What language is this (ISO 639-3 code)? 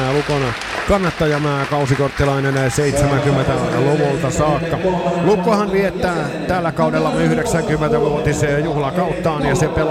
fin